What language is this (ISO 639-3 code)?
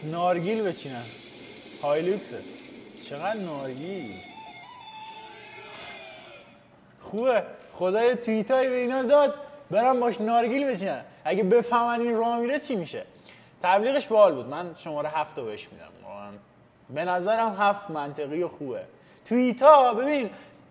fas